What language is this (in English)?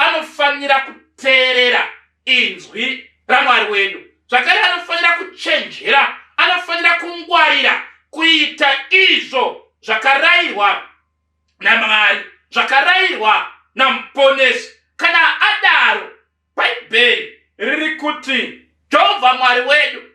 Shona